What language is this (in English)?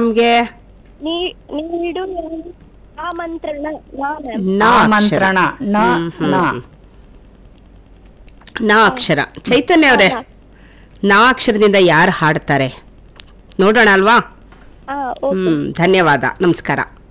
Kannada